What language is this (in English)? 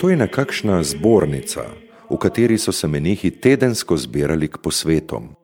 Slovenian